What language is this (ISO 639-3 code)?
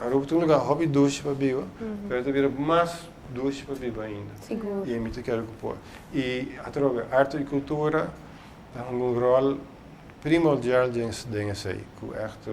pap